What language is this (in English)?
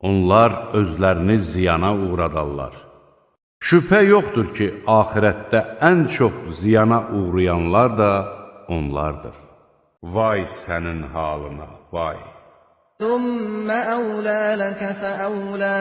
Azerbaijani